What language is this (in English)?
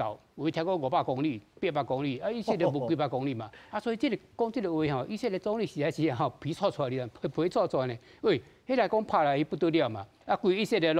Min Nan Chinese